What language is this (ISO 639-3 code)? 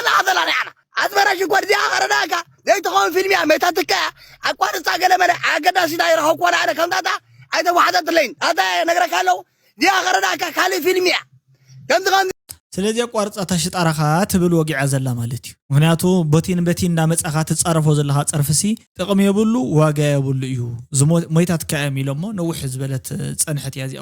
tir